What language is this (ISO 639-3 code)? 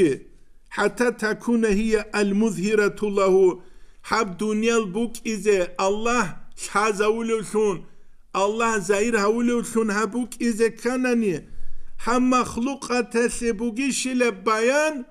ava